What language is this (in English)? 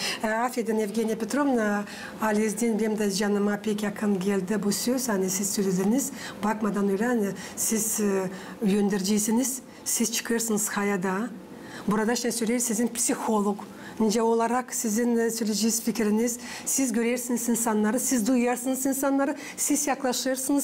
Gagauz